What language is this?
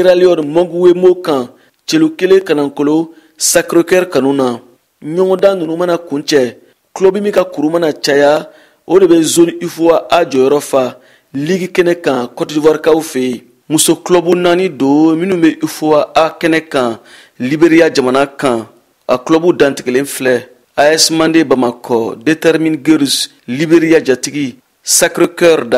Bambara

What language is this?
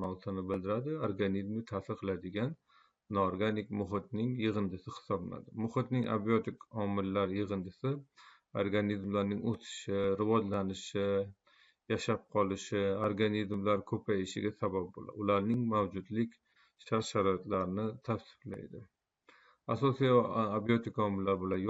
Uzbek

